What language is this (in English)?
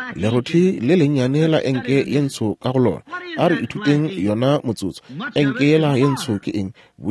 Northern Sotho